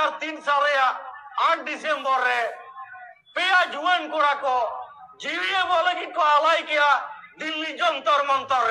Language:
Santali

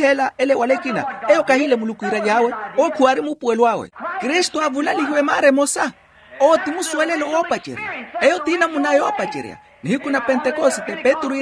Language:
Makhuwa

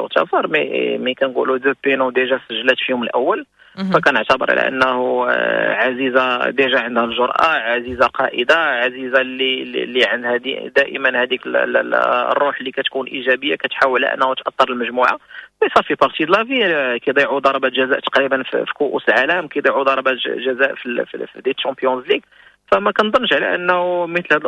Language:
Moroccan Arabic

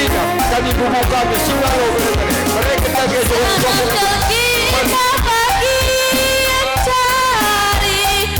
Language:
Batak Karo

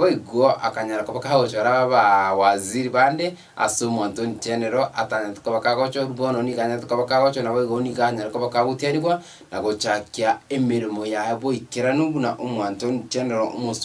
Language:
Gusii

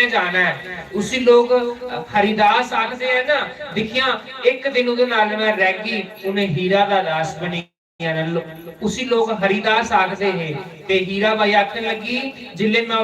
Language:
Dogri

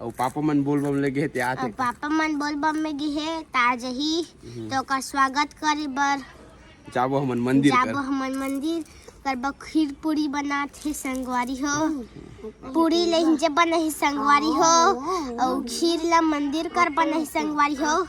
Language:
Chhattisgarhi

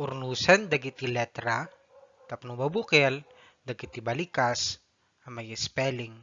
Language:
Iloko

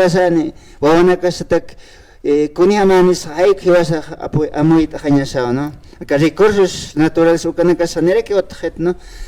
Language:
Aymara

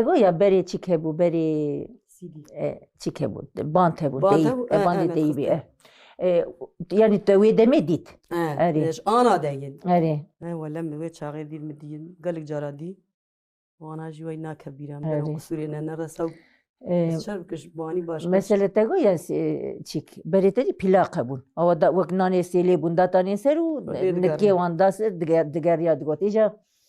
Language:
Kurdish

